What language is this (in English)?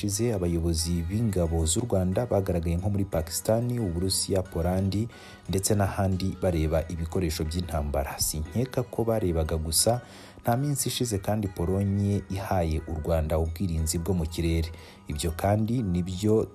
Kinyarwanda